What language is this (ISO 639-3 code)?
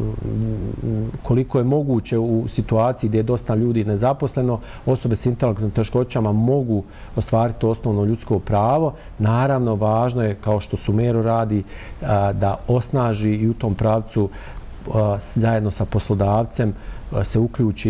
bos